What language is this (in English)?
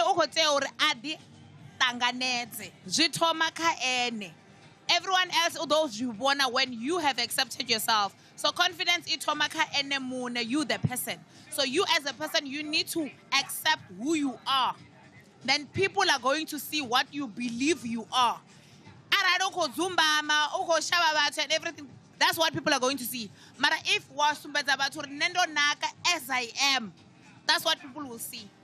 Venda